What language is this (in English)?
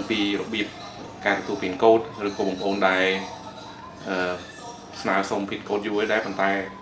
Khmer